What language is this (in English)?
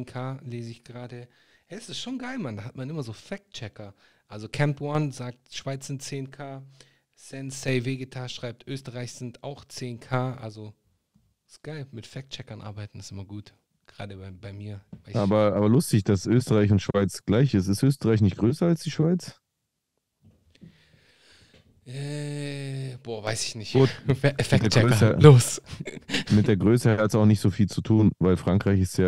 German